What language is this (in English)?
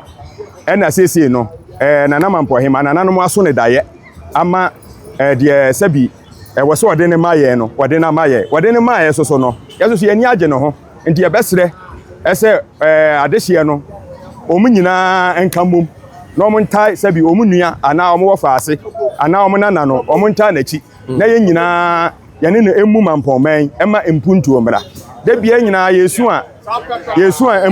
Akan